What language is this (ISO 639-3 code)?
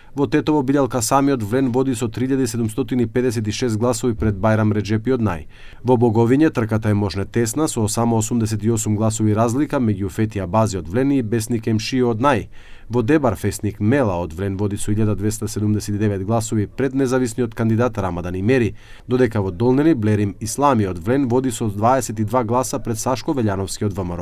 mkd